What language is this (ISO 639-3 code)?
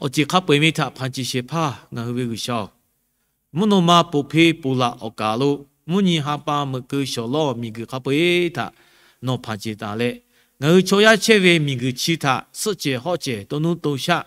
lhu